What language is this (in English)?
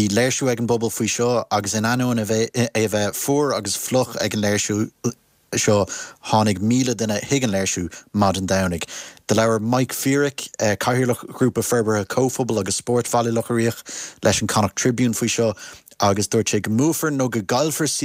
Irish